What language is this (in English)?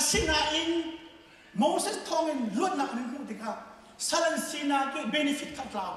Hakha Chin